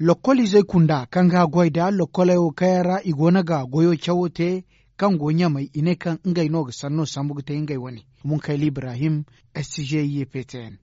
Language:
Zarma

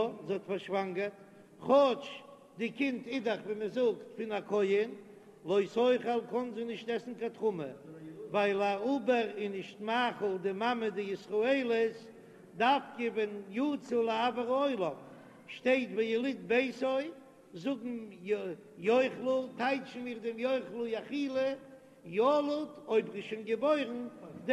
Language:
Yiddish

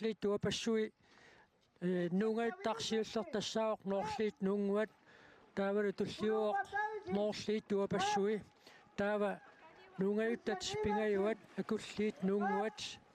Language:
Kalaallisut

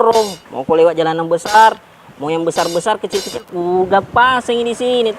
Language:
Makassar Malay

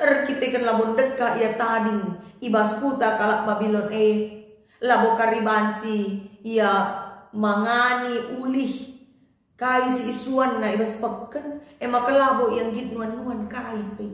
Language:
Batak Karo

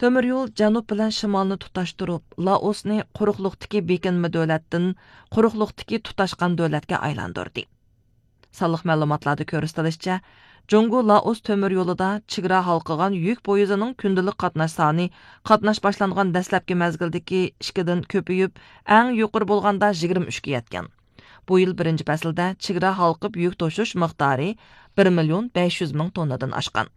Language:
Uyghur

